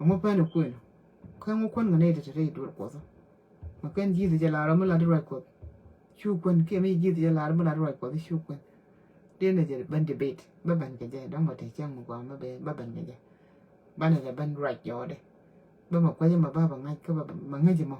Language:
Nuer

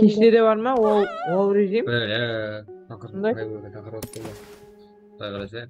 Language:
Kara-Kalpak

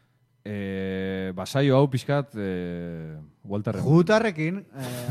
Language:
Basque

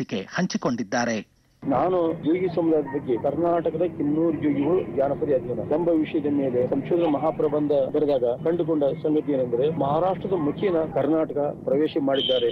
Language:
Kannada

